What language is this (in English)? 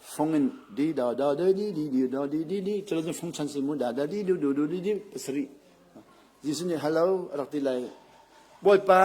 Hakha Chin